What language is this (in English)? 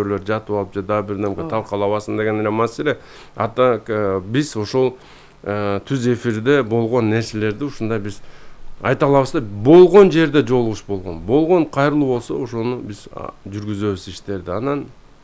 Kyrgyz